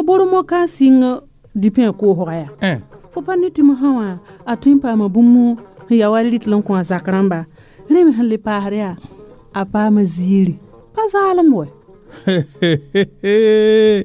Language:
Mossi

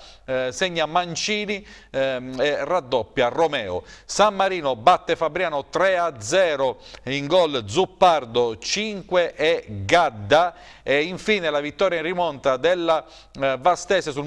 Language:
Italian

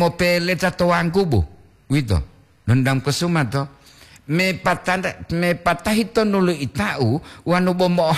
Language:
Gorontalo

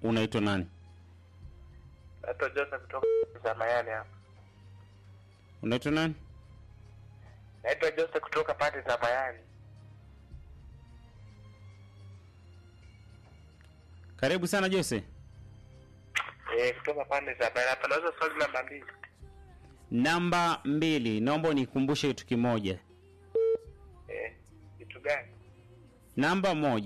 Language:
Swahili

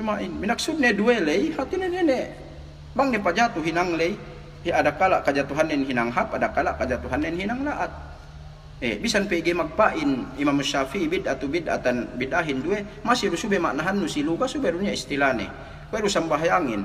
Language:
Yakan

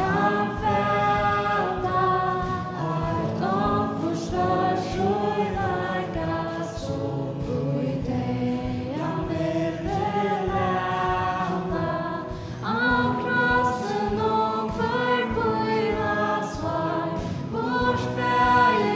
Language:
Faroese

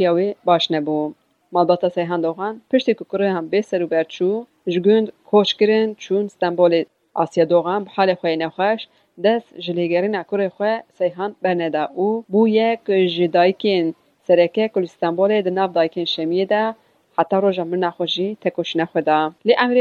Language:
Kurdish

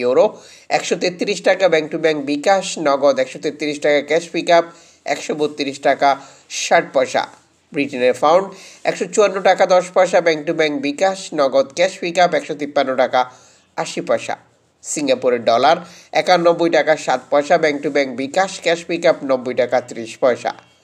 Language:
Bangla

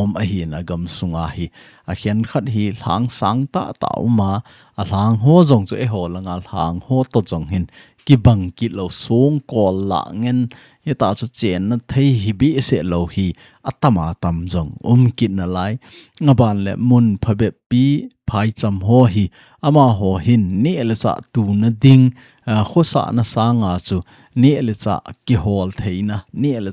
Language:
Thado Chin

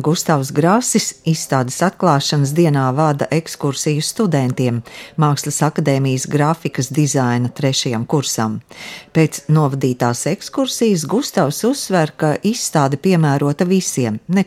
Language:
Latvian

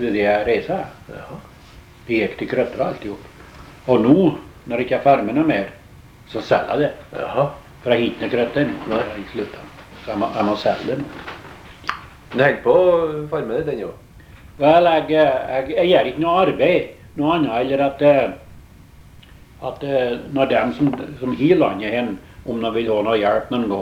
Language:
Norwegian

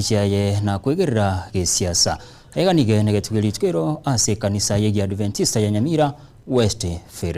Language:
Gusii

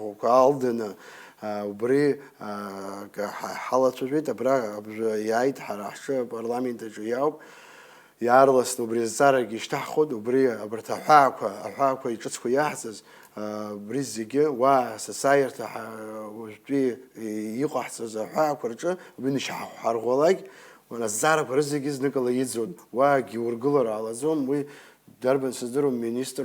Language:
Abkhazian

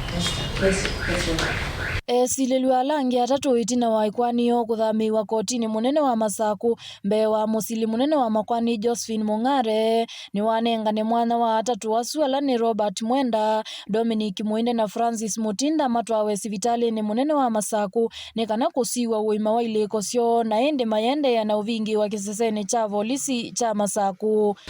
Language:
Kamba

